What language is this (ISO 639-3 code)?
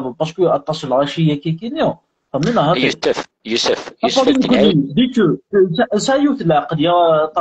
kab